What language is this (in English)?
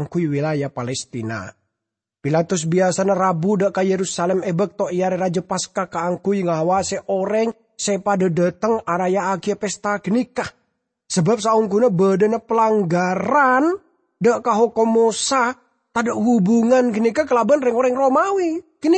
Madurese